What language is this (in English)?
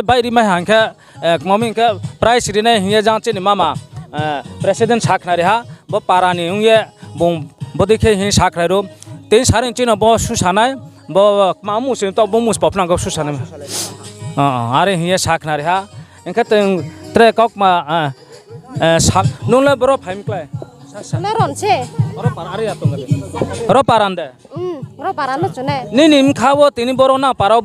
Riang (India)